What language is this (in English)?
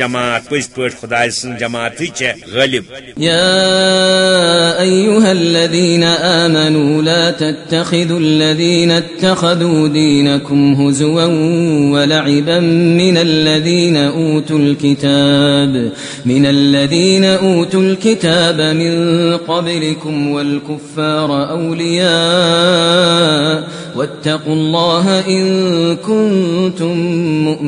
Kashmiri